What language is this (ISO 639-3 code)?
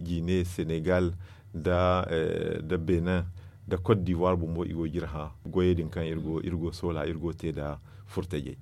dje